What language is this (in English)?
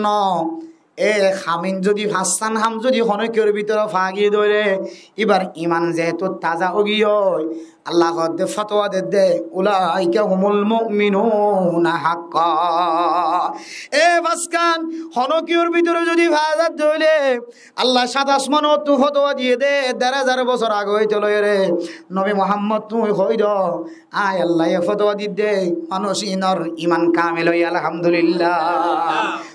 Rohingya